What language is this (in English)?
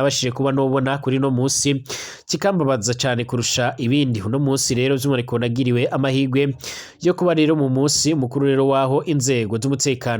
Rundi